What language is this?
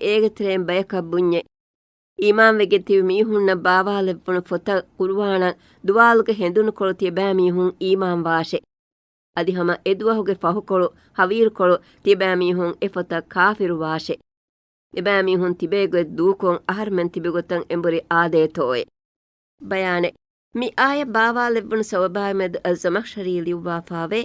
Divehi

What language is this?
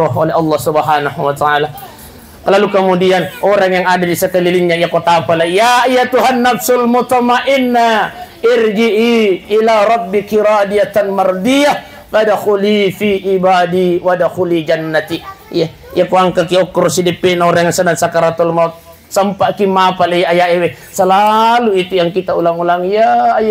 Buginese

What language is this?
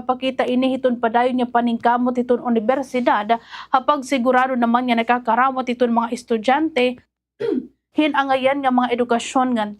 Waray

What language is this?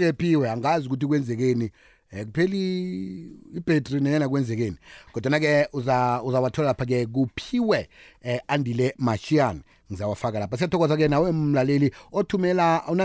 South Ndebele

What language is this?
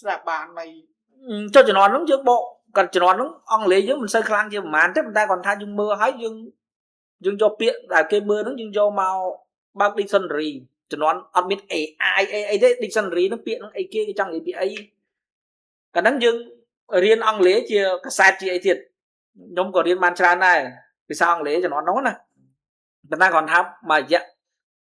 Khmer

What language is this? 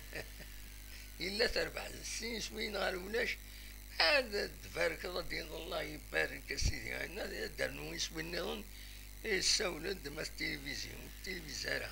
Kabyle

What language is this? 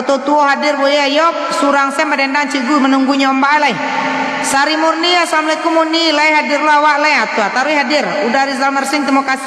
Minangkabau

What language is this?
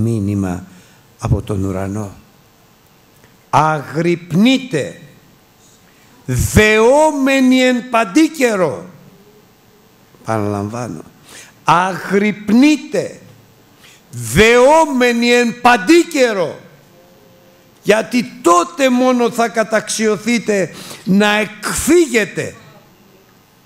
Greek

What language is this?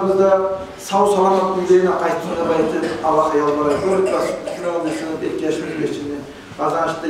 Kumyk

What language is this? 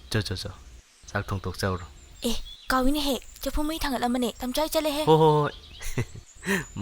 Manipuri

